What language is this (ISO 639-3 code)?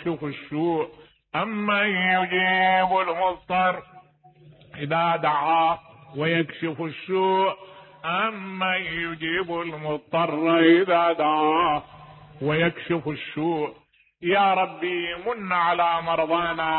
acm